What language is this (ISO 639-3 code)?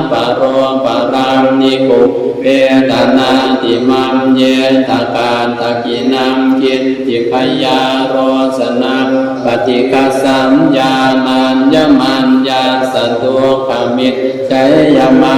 pli